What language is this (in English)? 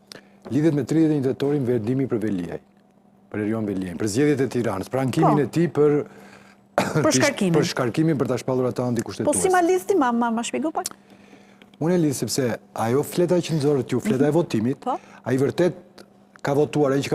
Albanian